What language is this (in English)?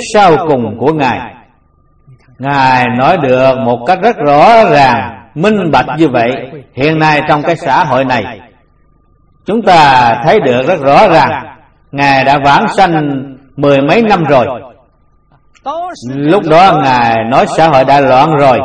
Vietnamese